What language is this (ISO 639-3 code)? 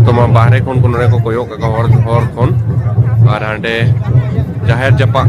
sat